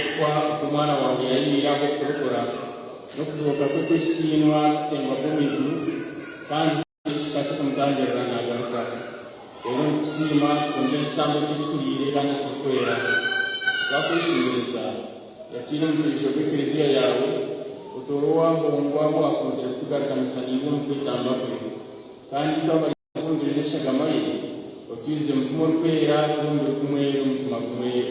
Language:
Nyankole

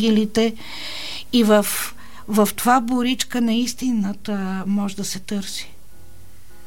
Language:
Bulgarian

